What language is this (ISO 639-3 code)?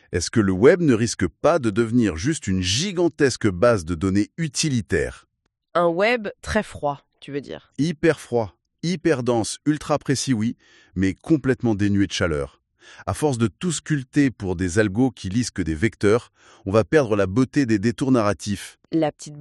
fra